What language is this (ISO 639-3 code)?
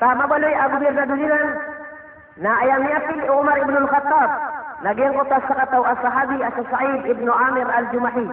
mrw